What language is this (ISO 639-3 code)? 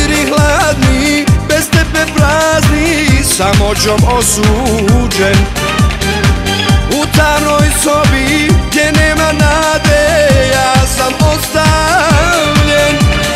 hrv